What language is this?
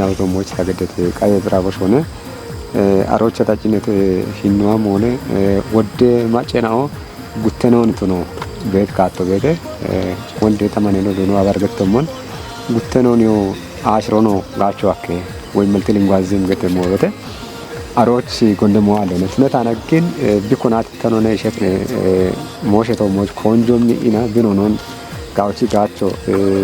Kafa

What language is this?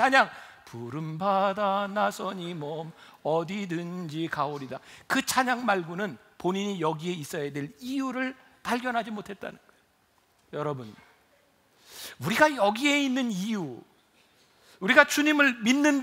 Korean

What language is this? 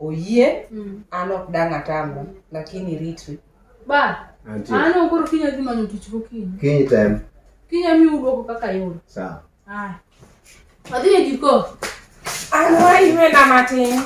Luo (Kenya and Tanzania)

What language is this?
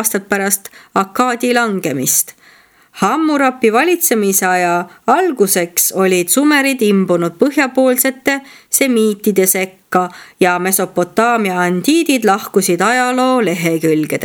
Estonian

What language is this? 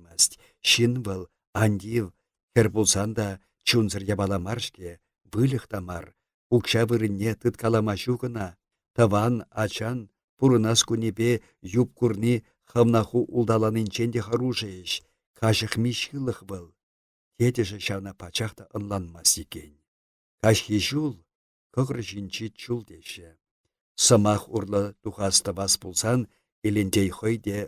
Chuvash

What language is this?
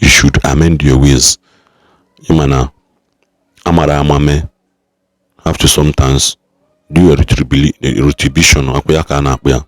Igbo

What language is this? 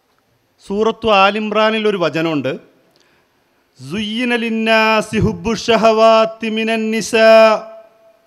Malayalam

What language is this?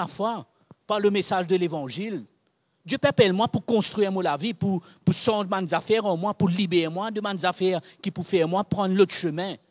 Morisyen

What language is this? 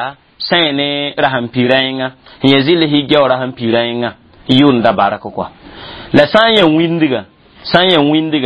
Mossi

